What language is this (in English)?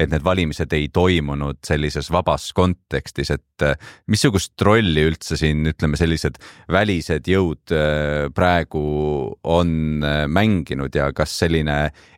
Estonian